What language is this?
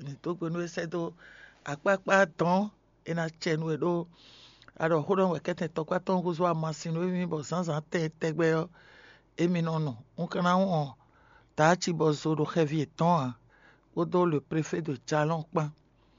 Fon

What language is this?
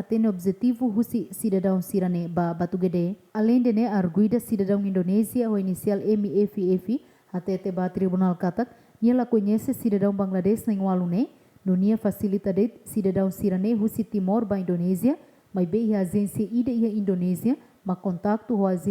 Tetum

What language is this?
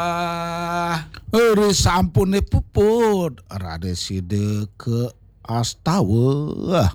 Balinese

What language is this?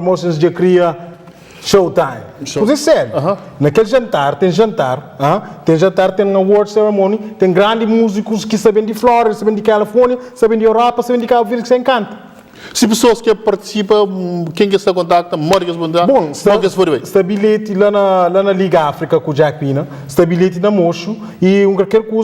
Kabuverdianu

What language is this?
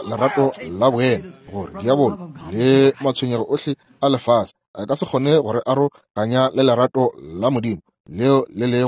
Northern Sotho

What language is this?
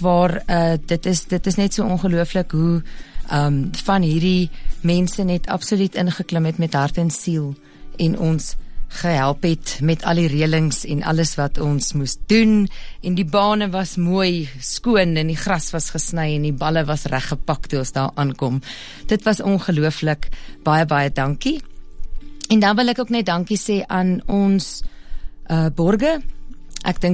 Afrikaans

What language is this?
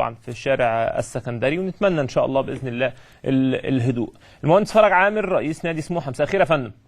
Egyptian Arabic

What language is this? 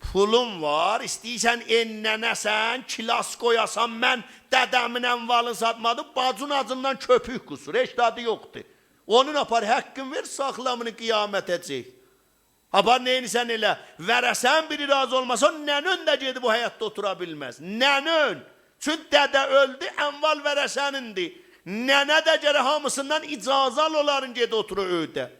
South Azerbaijani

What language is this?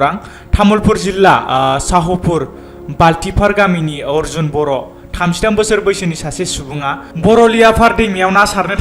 Bodo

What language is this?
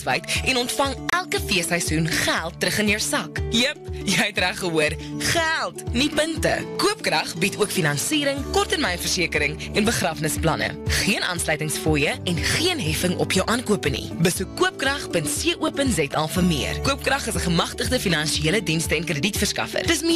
Afrikaans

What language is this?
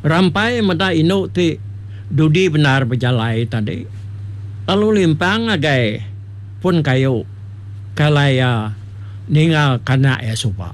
Iban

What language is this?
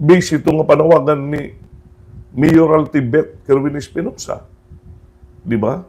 Waray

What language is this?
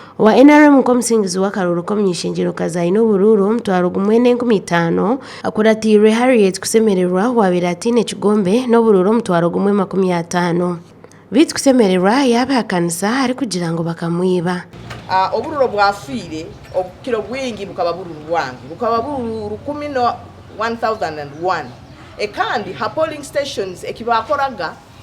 Nyankole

